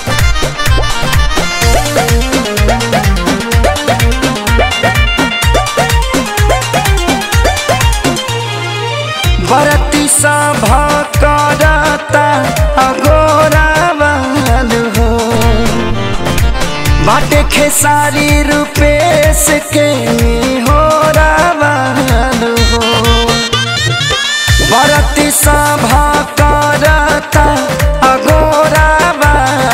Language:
Bhojpuri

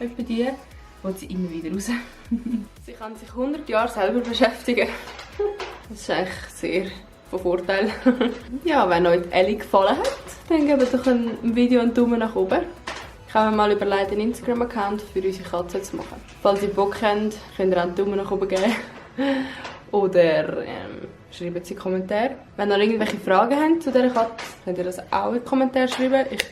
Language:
Swiss German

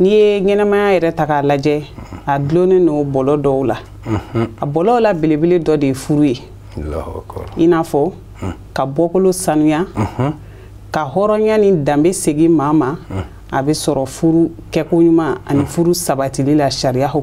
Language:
Bambara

